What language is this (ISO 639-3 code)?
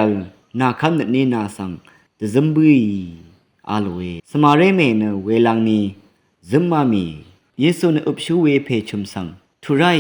raw